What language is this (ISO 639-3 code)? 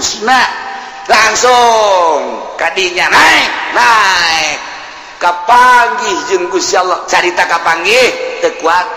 sun